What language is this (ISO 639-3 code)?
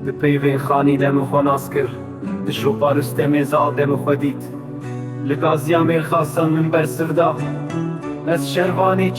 kur